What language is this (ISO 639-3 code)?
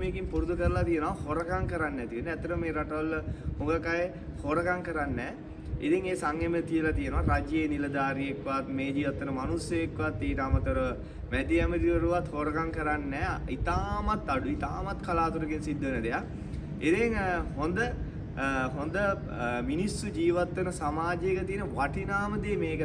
sin